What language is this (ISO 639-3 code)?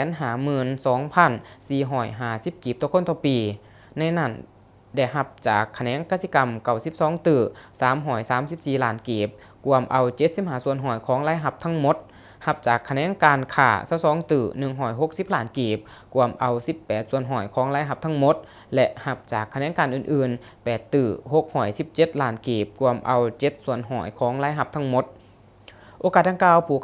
lao